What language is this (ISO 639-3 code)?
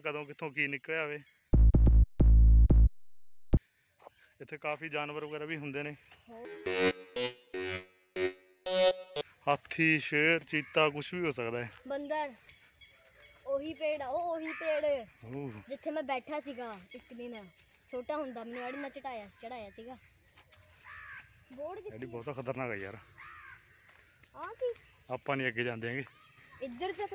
pan